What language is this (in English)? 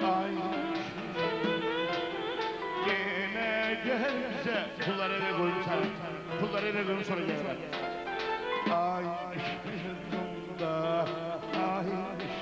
Turkish